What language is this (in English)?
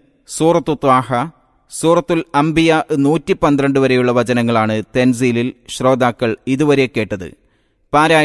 Malayalam